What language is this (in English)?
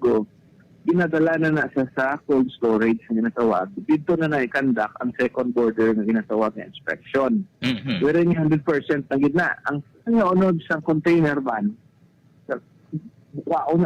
Hiligaynon